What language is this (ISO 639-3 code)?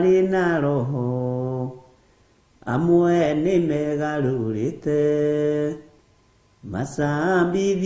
kik